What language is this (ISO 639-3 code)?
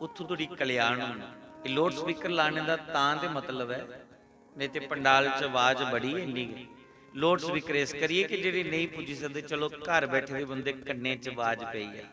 doi